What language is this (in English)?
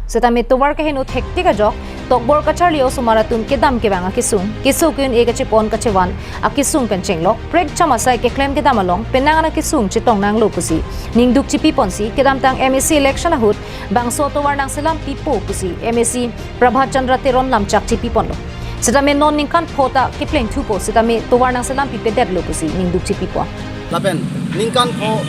Karbi